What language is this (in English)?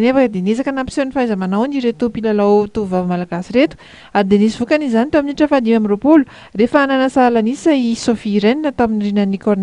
Malagasy